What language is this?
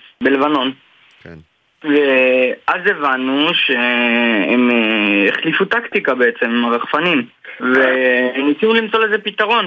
Hebrew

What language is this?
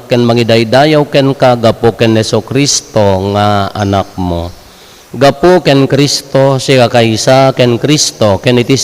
Iloko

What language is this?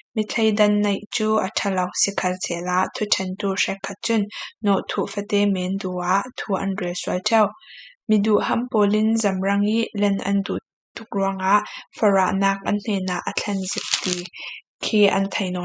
Falam Chin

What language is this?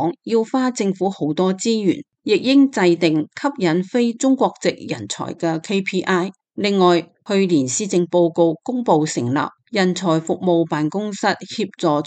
Cantonese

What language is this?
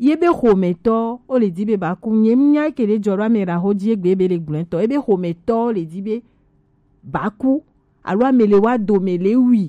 Gen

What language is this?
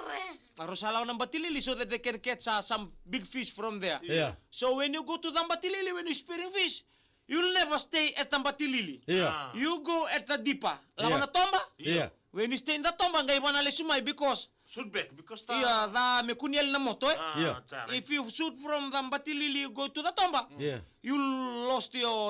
Fijian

